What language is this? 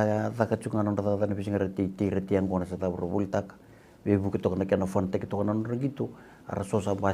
Fijian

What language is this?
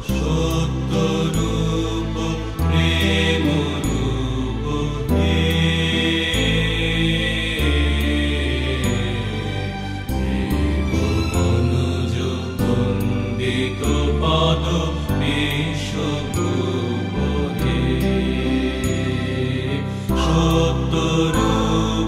Bangla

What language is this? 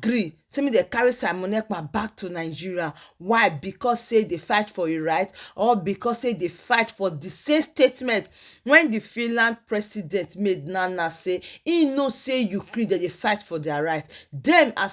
Nigerian Pidgin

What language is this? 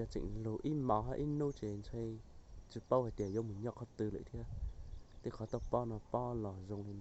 Hmong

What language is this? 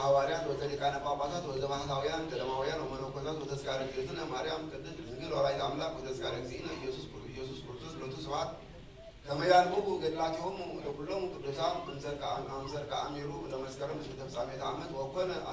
Geez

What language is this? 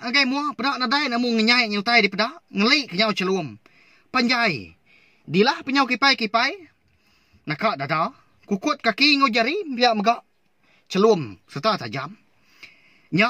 Iban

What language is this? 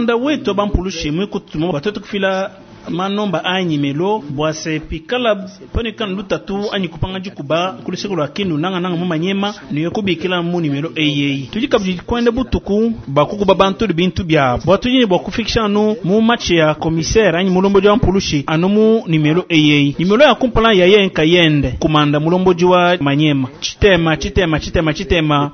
Luba-Lulua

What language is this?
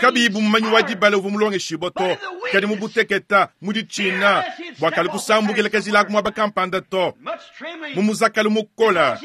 Luba-Lulua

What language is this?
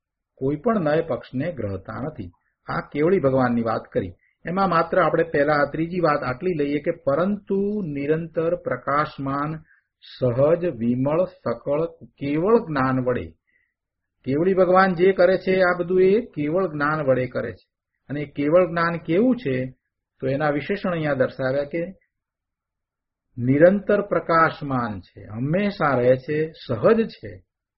Gujarati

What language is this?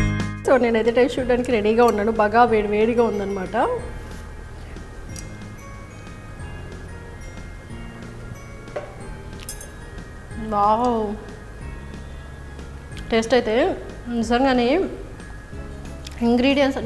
Telugu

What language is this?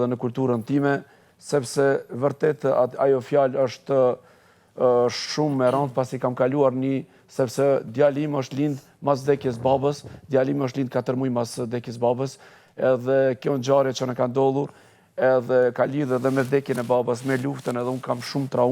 Albanian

